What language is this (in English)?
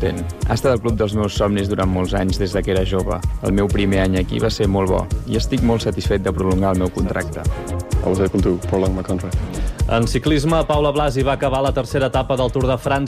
Catalan